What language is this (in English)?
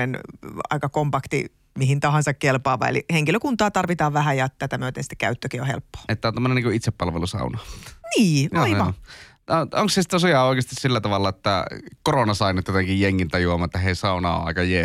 Finnish